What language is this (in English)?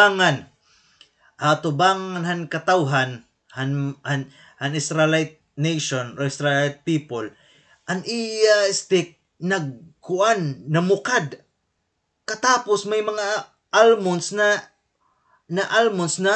Waray